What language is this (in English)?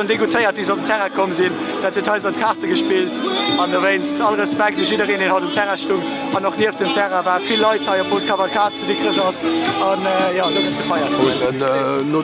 Luxembourgish